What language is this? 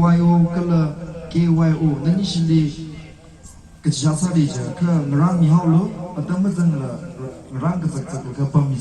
Tangkhul Naga (India)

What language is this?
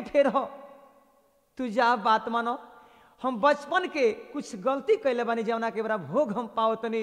Bhojpuri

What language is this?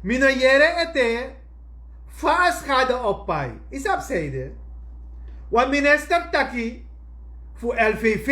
Sranan Tongo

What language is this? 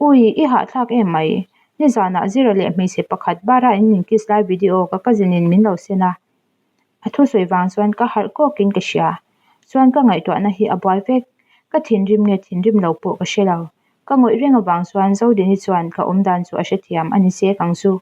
Mizo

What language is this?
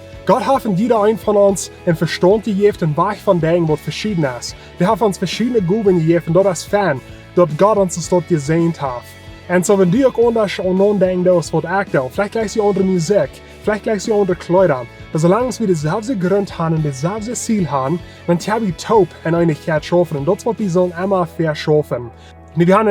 Plautdietsch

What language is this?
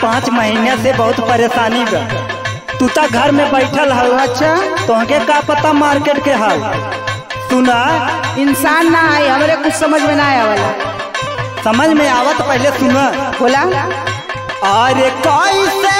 Bhojpuri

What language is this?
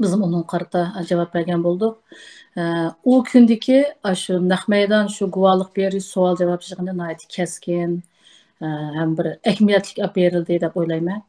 Uyghur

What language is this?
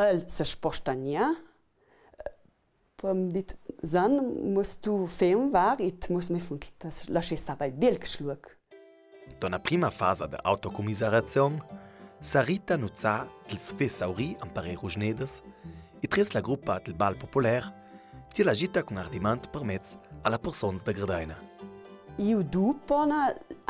Ladin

